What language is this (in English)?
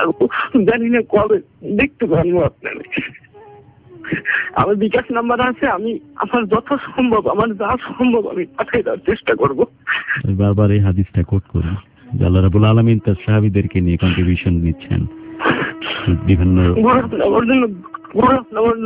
Bangla